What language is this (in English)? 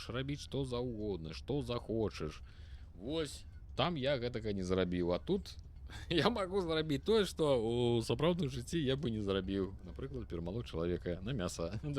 Belarusian